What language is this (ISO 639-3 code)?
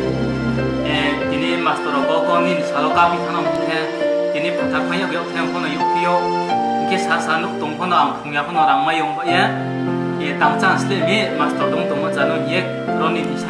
ria